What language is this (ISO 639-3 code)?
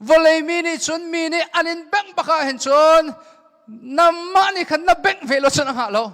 cnh